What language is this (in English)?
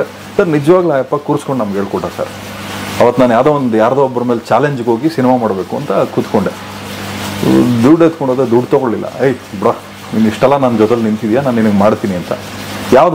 Kannada